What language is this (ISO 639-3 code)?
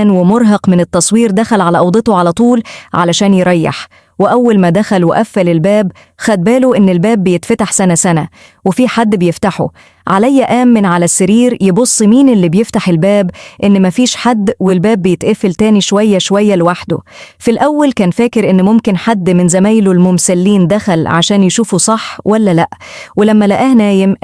arz